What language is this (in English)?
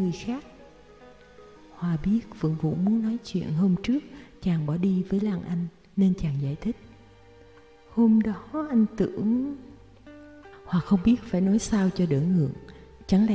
Vietnamese